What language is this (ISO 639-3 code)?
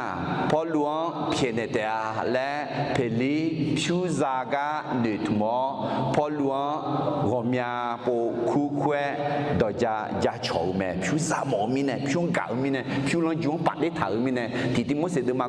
ahk